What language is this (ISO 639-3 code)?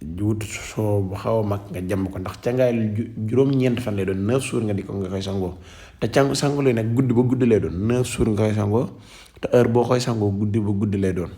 wol